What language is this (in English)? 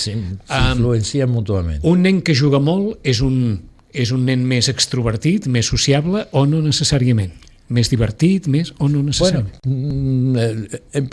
Catalan